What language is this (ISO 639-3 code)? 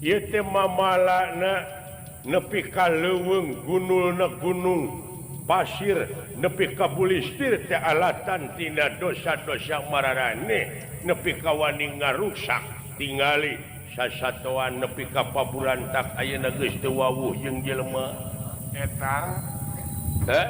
sun